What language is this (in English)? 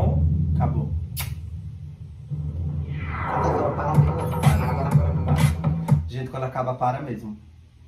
Portuguese